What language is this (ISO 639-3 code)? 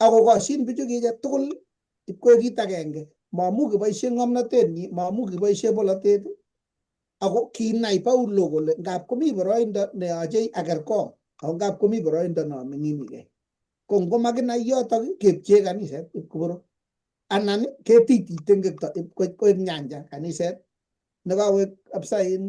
kln